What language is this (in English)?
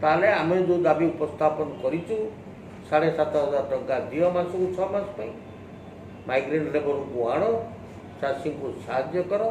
Odia